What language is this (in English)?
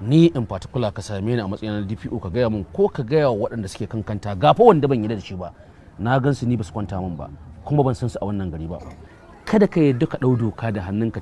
Hausa